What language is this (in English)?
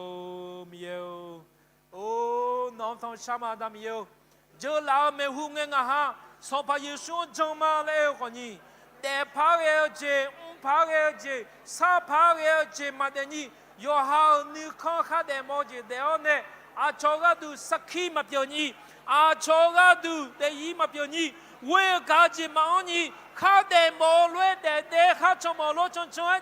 Akha